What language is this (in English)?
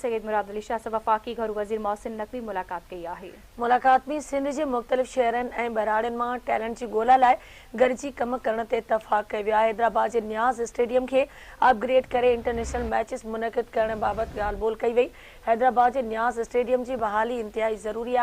Sindhi